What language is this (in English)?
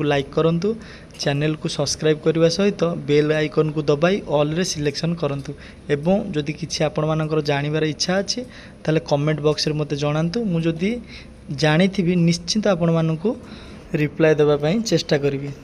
Odia